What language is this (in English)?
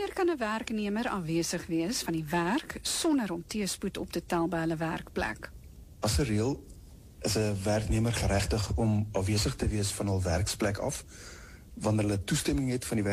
Afrikaans